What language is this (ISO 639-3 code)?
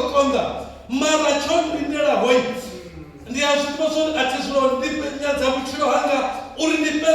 ven